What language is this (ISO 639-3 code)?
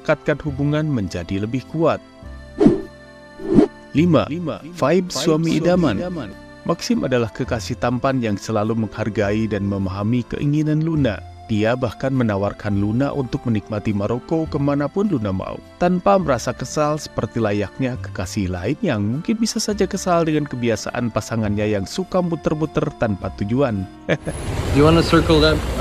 ind